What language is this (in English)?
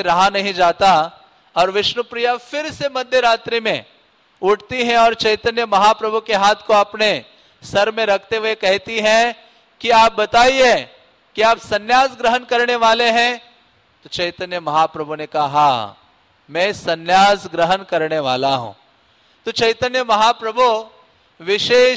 Hindi